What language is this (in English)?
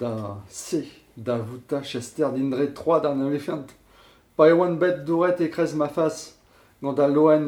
Breton